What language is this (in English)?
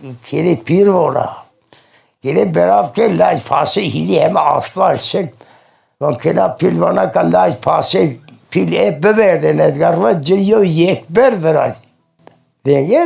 Zaza